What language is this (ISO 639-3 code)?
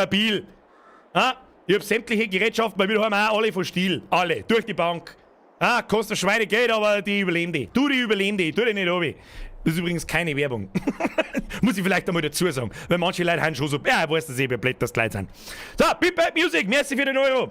bar